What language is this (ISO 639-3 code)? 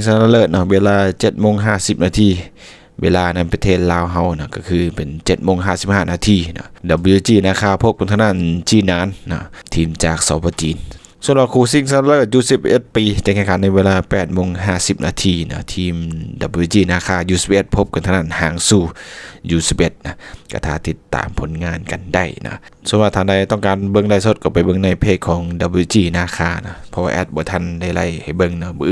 lao